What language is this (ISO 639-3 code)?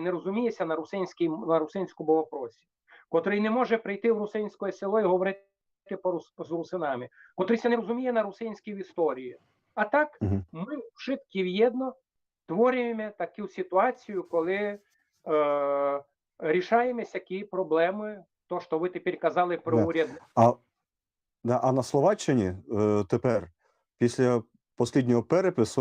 rue